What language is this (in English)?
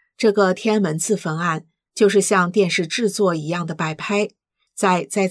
Chinese